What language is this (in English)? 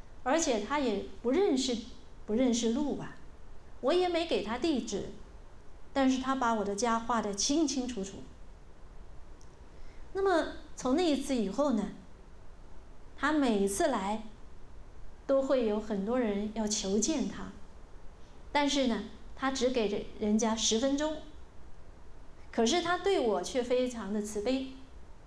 Chinese